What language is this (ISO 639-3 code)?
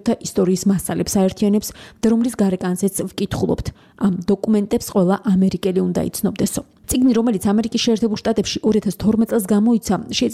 kat